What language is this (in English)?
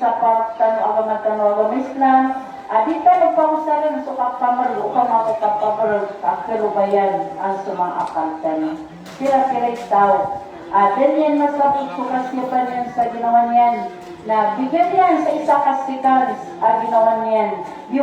Maranao